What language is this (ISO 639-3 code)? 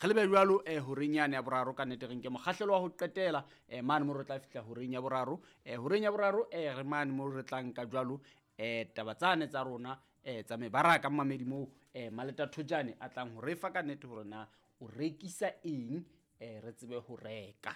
sot